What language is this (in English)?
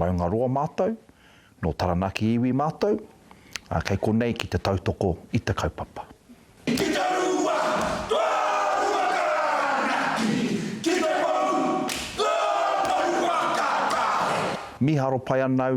Māori